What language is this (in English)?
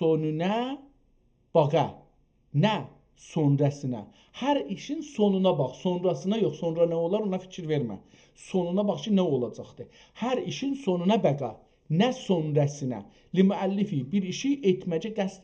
South Azerbaijani